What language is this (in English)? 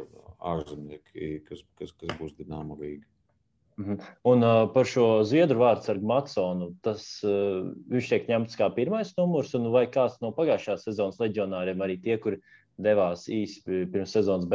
Latvian